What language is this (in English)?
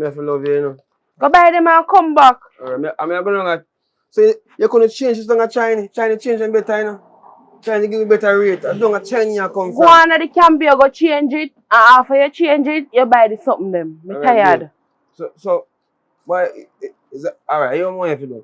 Jamaican Creole English